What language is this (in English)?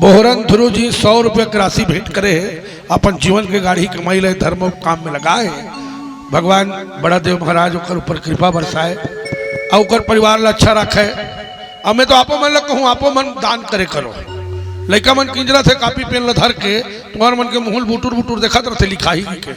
Chhattisgarhi